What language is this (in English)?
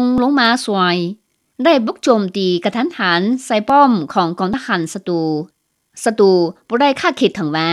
Lao